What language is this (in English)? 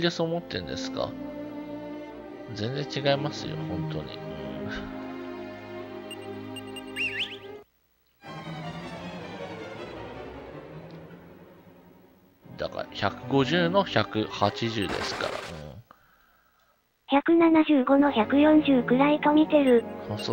Japanese